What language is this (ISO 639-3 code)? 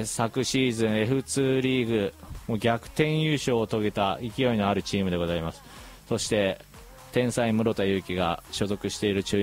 jpn